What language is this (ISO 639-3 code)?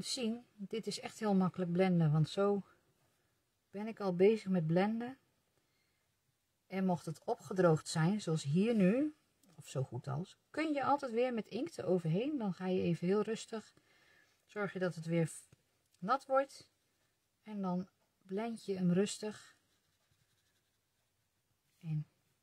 nld